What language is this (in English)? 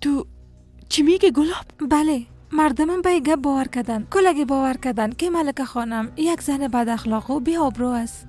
Persian